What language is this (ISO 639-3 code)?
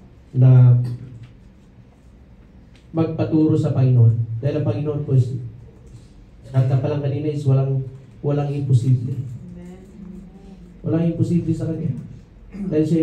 fil